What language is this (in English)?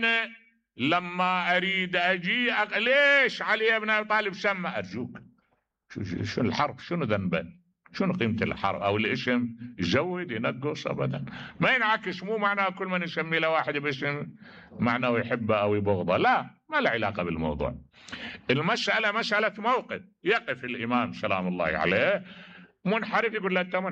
Mesopotamian Arabic